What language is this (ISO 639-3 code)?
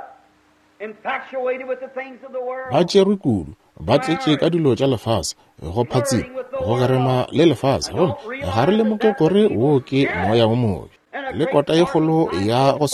nso